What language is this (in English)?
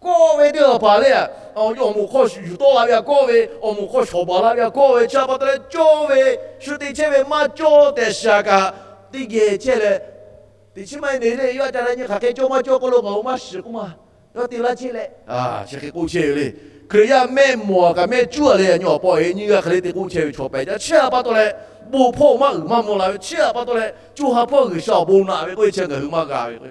Lahu